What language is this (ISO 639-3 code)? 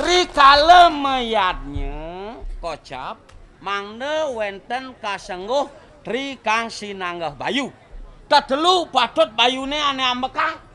ban